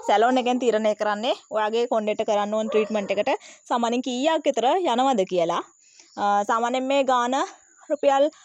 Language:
Sinhala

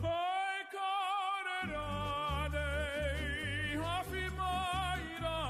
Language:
Māori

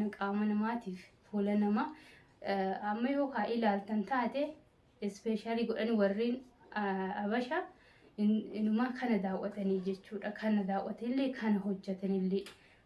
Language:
Oromo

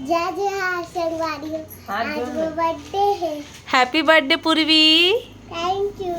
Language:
Chhattisgarhi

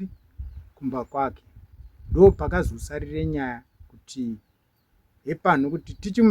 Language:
Shona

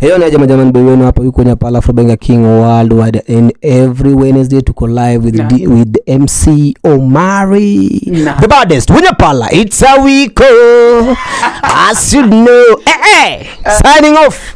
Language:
Luo (Kenya and Tanzania)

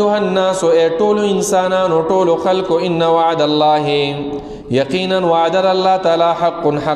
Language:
Pashto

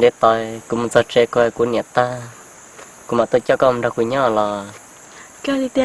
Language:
Hmong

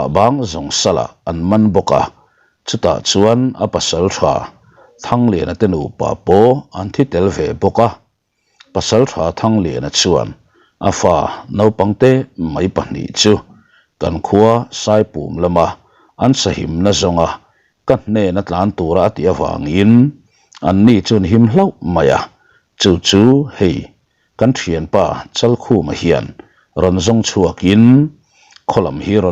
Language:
Mizo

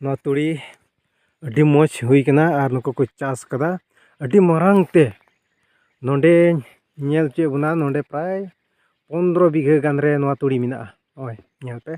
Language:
Santali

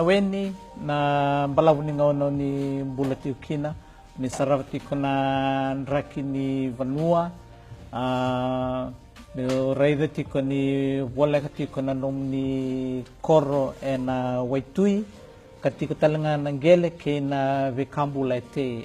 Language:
Fijian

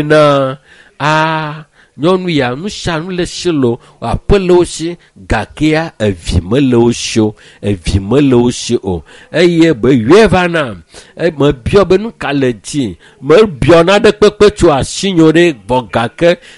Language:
Ewe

